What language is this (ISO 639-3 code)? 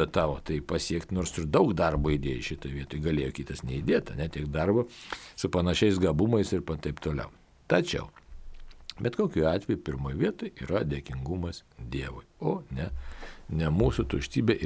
lit